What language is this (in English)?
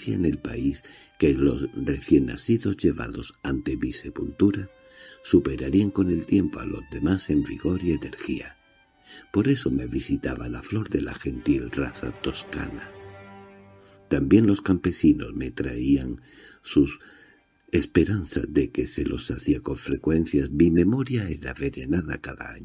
Spanish